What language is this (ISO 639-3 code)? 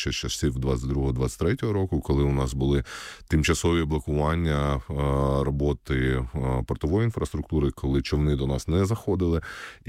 ukr